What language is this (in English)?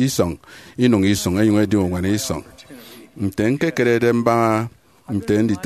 Efik